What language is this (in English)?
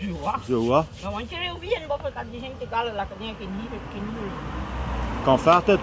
Breton